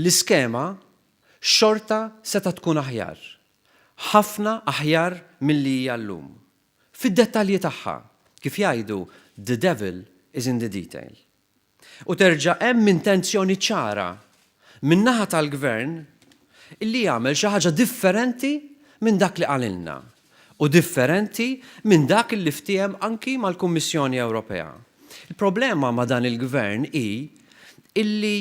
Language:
Maltese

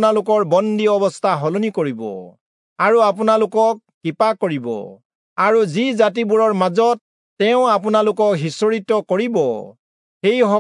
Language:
Assamese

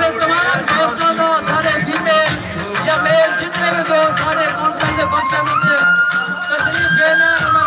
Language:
Saraiki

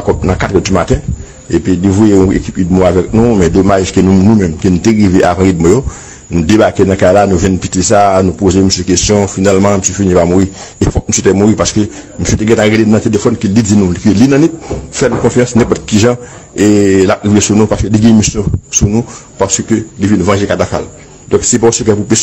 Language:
Haitian Creole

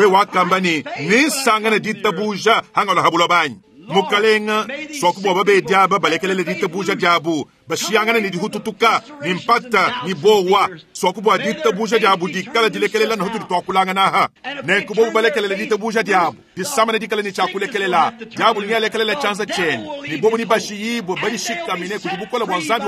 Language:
Luba-Lulua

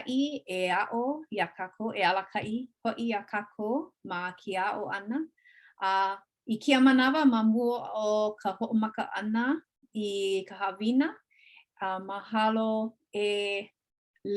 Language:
Hawaiian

